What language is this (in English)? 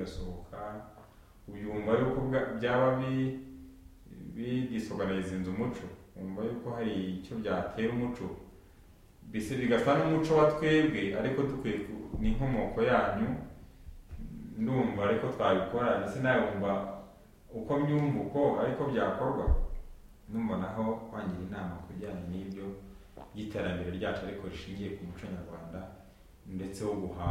Kinyarwanda